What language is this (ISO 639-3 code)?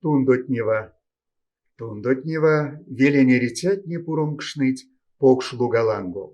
myv